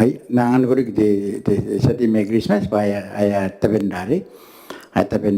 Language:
Gilbertese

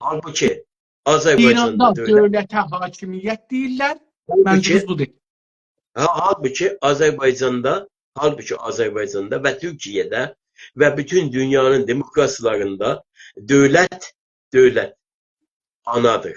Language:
South Azerbaijani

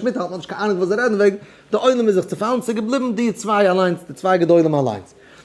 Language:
Yiddish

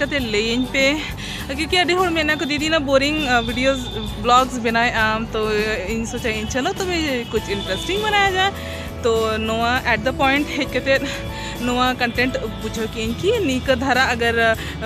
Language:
Santali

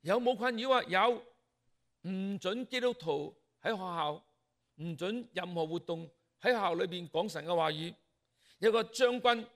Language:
Cantonese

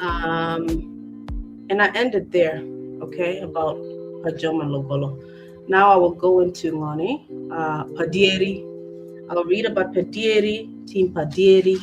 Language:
Acoli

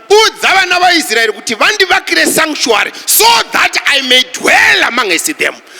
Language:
Shona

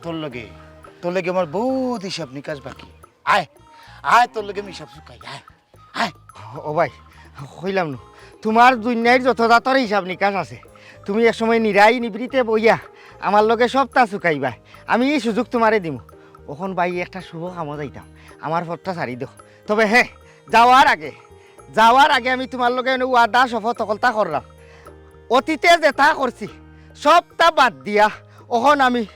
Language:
Sylheti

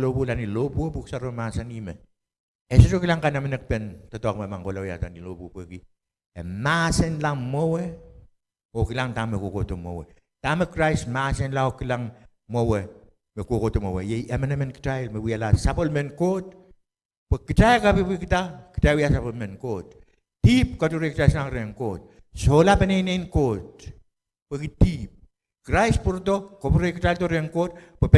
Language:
Pohnpeian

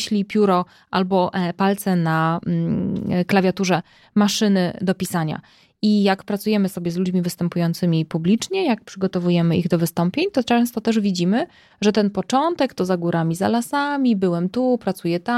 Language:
Polish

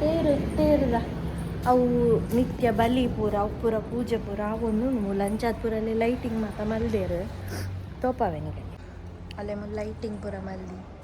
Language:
Tulu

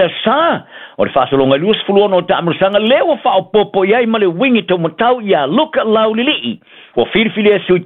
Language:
Samoan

